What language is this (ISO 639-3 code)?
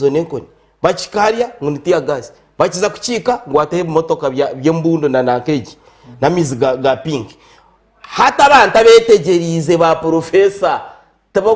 nyn